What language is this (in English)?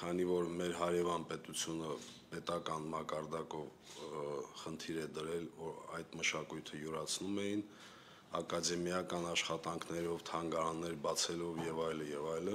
Armenian